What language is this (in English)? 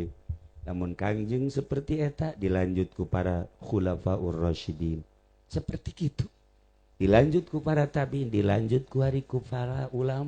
Sundanese